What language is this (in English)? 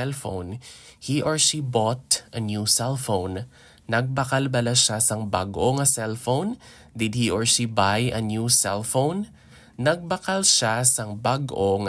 Hiligaynon